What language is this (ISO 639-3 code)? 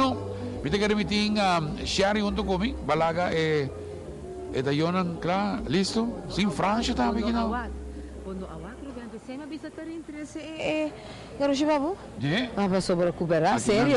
pap